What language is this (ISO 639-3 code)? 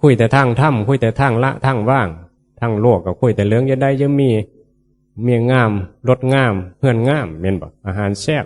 tts